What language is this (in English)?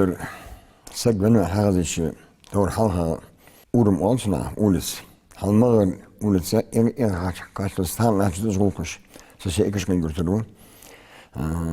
Ingush